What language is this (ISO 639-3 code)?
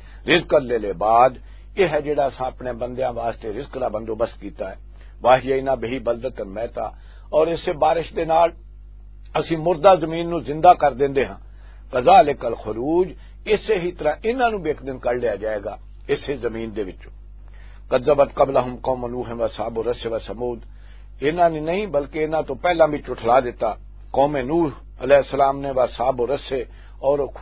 lah